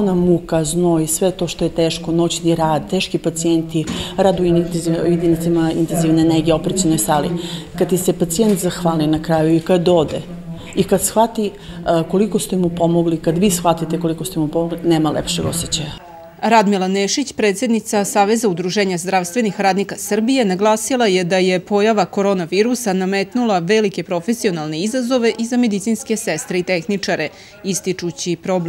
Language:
Serbian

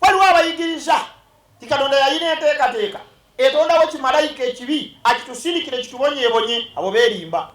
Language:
Ganda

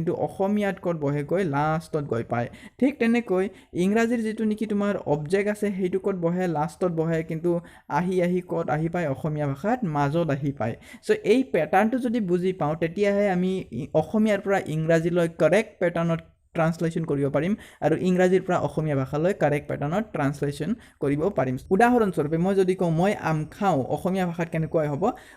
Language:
Assamese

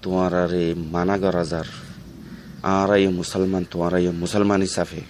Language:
Rohingya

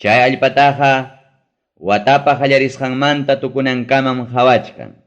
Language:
Ayacucho Quechua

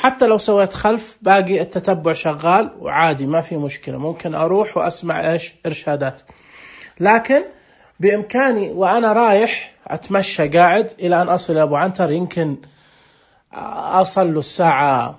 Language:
Najdi Arabic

